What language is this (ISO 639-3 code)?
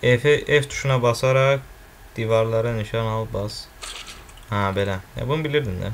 aze